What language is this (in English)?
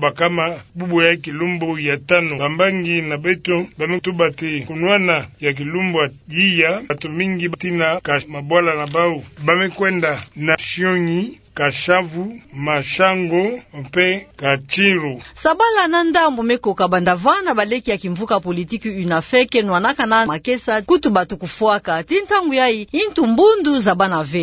Kituba (Democratic Republic of Congo)